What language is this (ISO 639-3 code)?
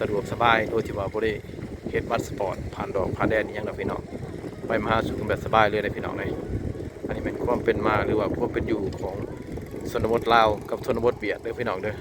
lao